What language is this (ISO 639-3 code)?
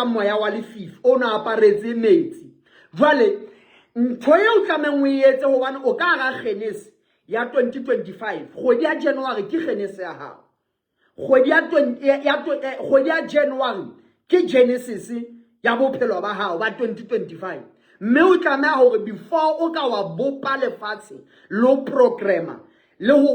sot